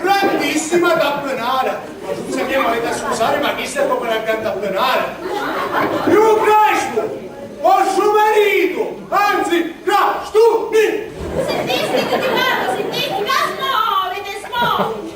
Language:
Sicilian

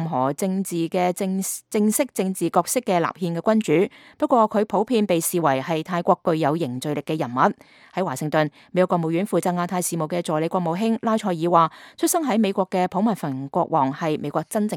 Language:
Cantonese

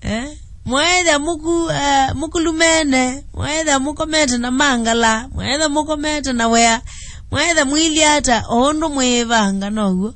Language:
Kamba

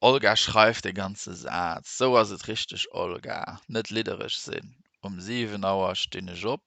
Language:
Luxembourgish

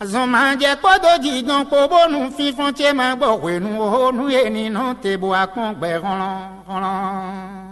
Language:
Fon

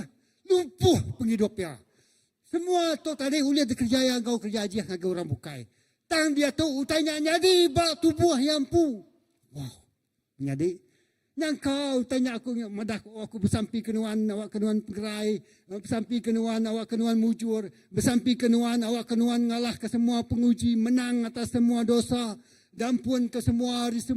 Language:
Iban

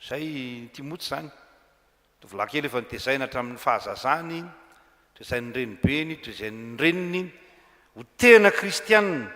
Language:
Malagasy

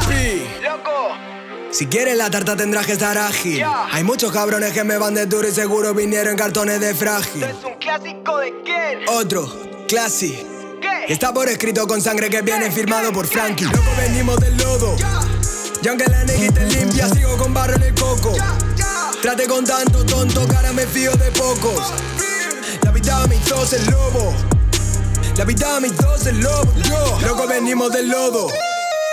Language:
Spanish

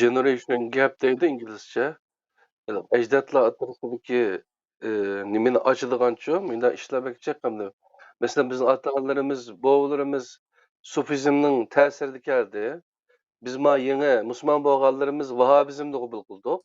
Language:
Uyghur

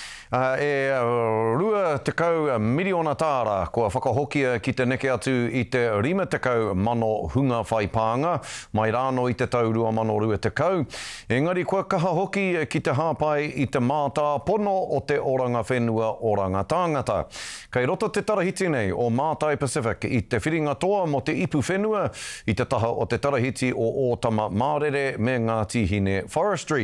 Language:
Māori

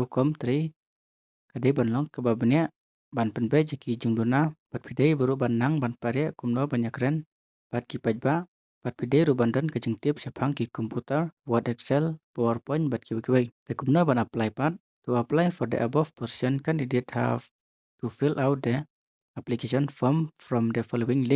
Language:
Khasi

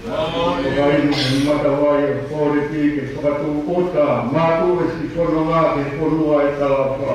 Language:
Tongan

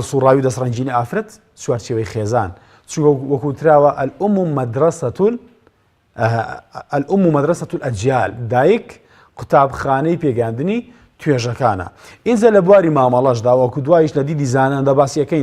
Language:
Central Kurdish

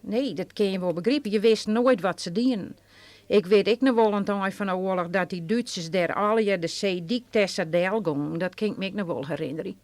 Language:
Western Frisian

